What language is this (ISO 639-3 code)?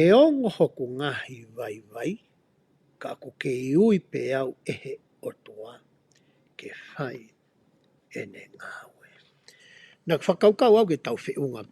ton